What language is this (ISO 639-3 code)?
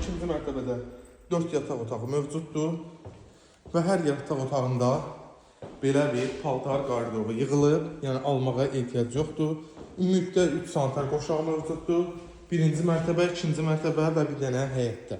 aze